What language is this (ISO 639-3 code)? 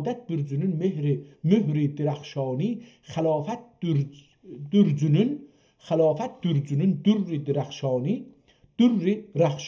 azb